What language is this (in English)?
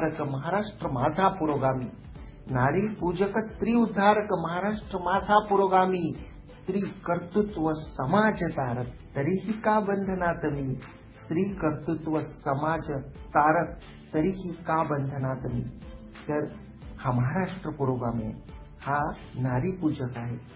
Marathi